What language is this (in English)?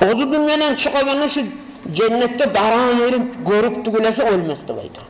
Kumyk